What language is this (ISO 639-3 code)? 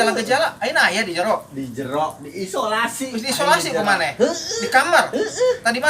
sun